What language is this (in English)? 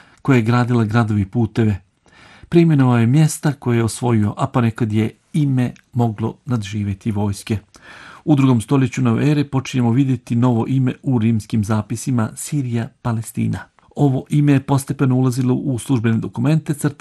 Bosnian